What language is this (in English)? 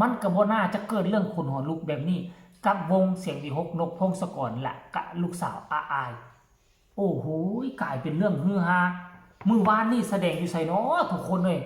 Northeastern Thai